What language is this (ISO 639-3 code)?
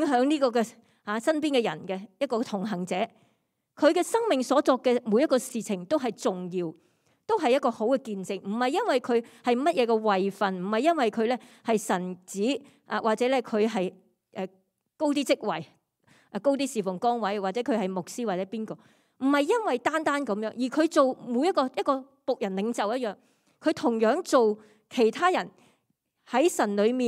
yue